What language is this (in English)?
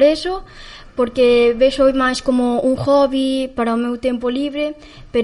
Galician